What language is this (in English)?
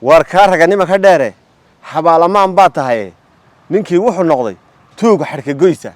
Somali